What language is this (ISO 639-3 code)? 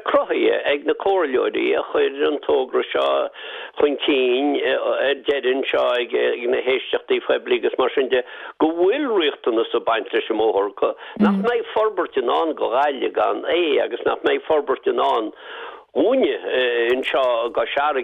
gle